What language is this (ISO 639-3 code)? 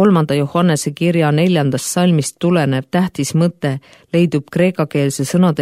est